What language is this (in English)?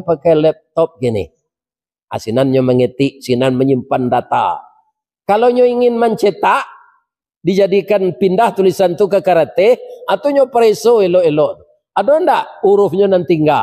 Minangkabau